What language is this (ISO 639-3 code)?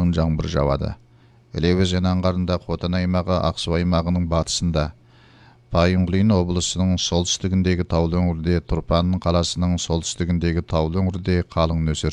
kaz